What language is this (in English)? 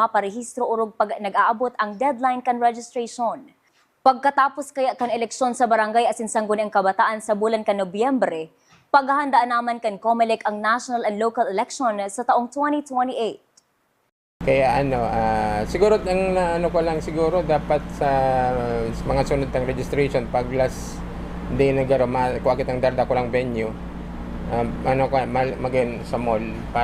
Bikol